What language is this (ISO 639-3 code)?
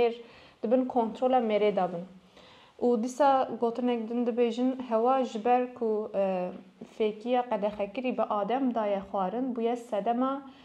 kur